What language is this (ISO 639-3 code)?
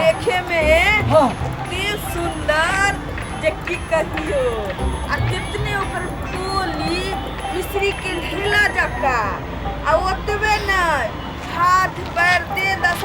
mai